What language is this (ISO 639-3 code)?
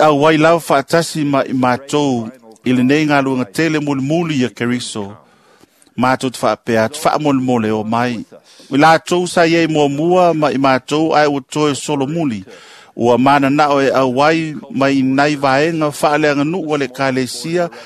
smo